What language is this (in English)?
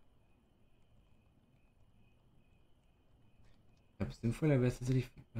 German